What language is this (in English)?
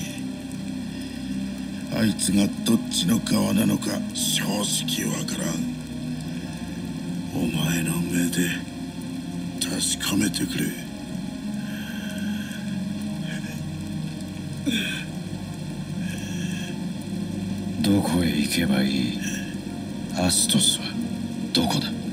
Japanese